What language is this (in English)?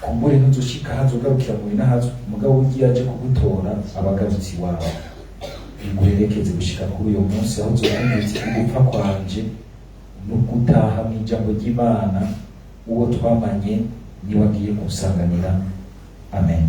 Rundi